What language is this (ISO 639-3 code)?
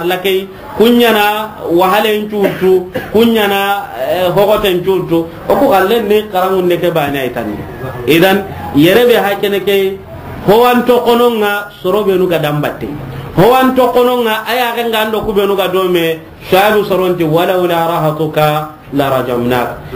snk